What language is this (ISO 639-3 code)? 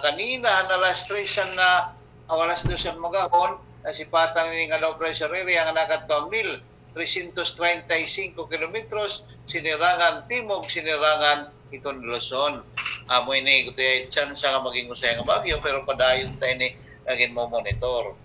war